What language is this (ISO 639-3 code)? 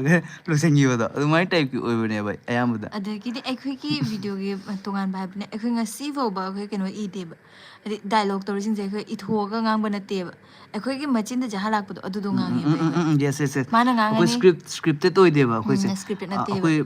mni